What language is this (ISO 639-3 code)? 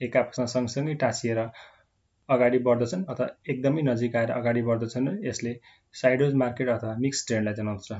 nep